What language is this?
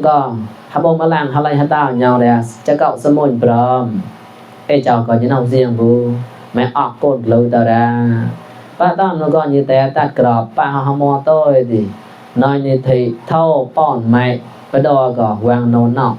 Mon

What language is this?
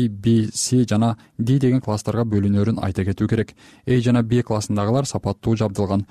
Kyrgyz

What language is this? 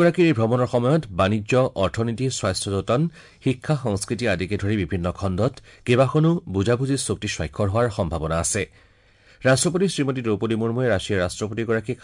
Assamese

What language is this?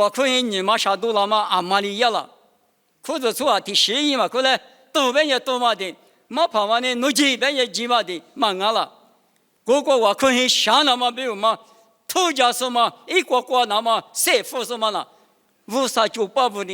Lisu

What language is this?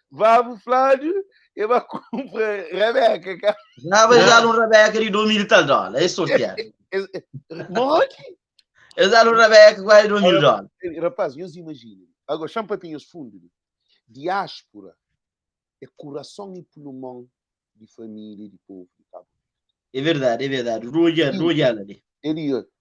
Kabuverdianu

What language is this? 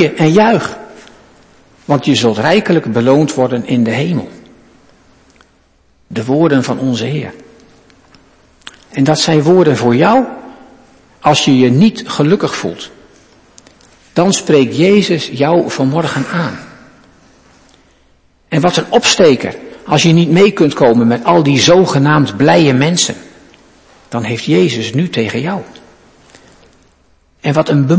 Dutch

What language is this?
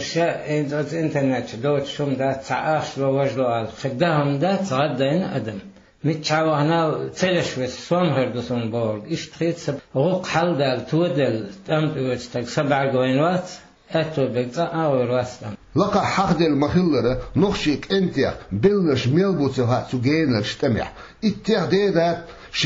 Chechen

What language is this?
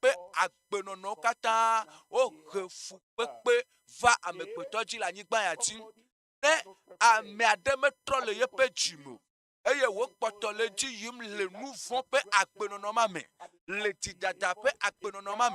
Ewe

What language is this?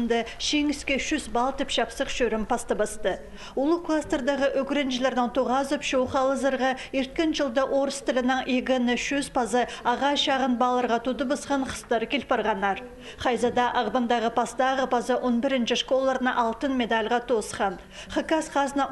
Khakas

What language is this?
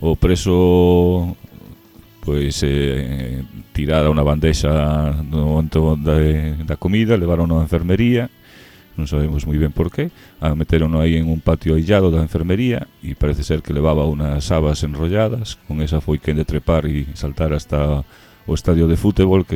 Galician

